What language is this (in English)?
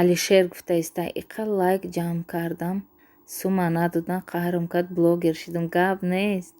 Tajik